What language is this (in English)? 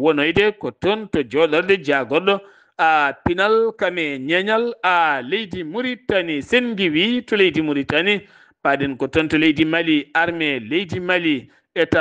Fula